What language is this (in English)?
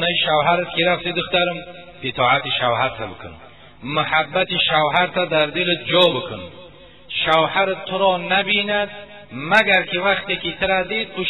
Tajik